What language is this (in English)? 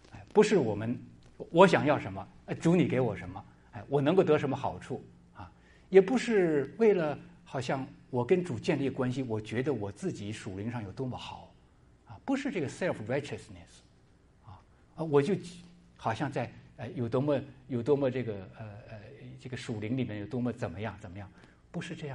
Chinese